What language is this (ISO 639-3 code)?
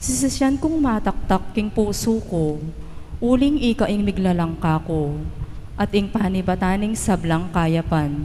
pam